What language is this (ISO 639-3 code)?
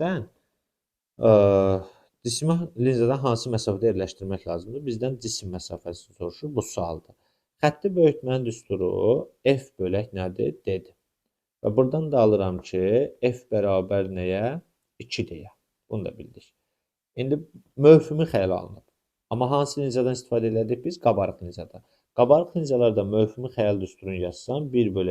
aze